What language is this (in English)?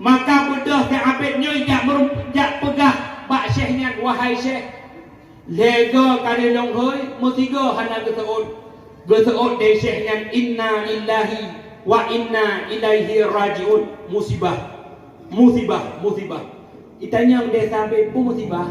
Achinese